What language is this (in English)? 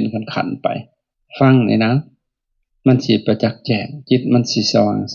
Lao